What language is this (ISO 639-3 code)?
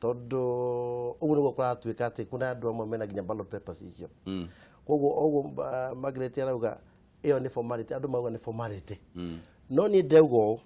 kik